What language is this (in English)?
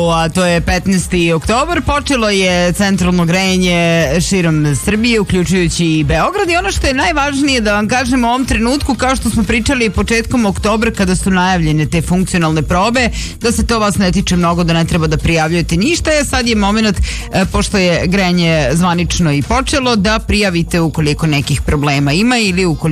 Serbian